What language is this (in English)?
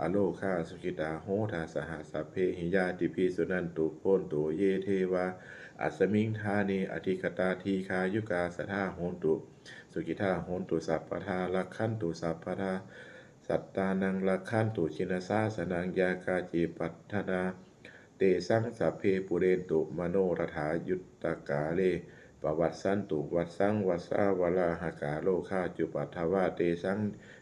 Pali